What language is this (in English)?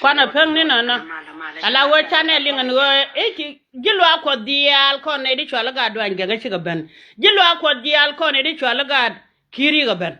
Nuer